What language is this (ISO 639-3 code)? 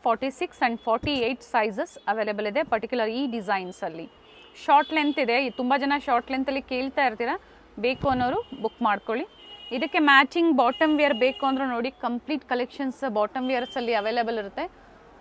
kan